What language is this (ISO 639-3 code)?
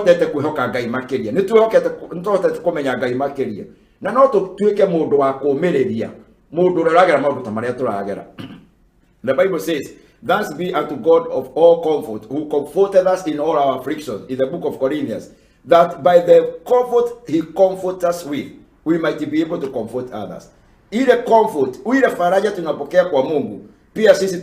kik